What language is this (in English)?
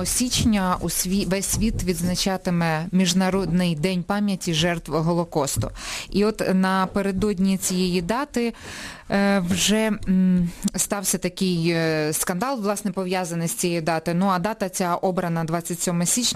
Ukrainian